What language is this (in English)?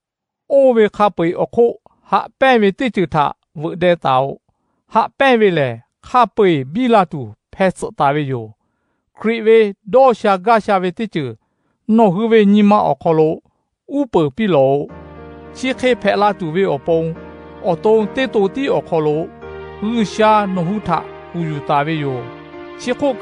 Lahu